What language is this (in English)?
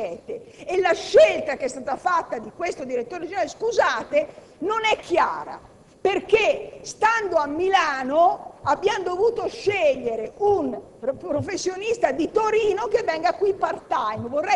Italian